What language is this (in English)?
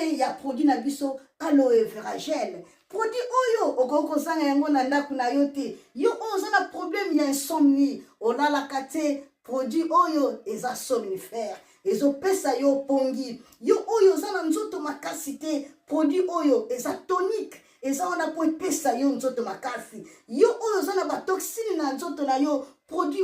Lingala